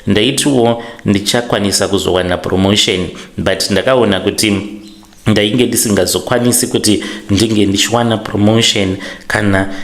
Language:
Shona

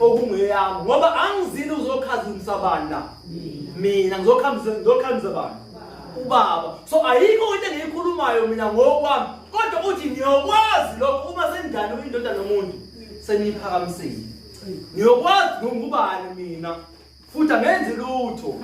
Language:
Zulu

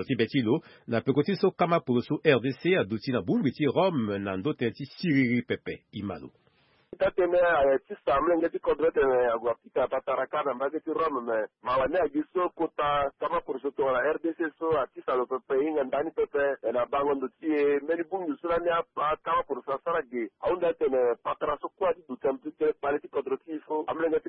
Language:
Sango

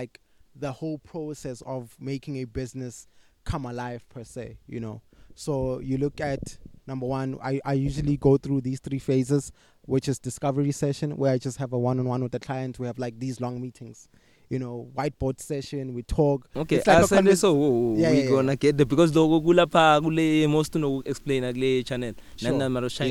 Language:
English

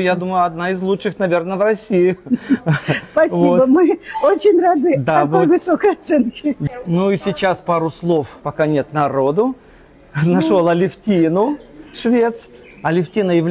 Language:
Russian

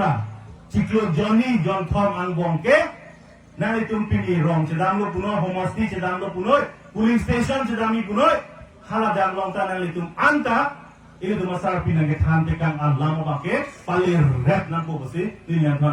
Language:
Karbi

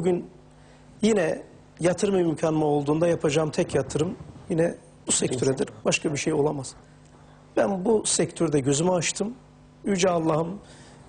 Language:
Turkish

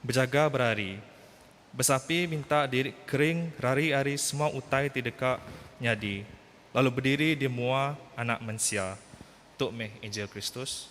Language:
Iban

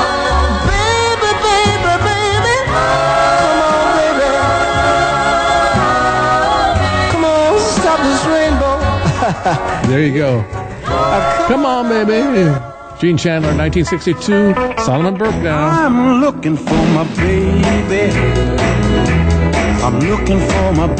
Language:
English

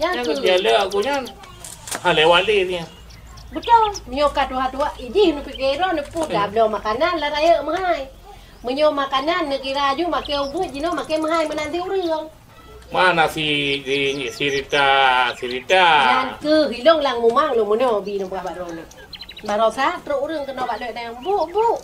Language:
Achinese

